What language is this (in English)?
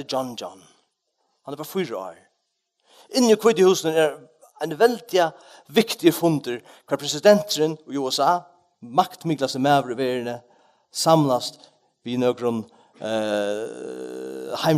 Faroese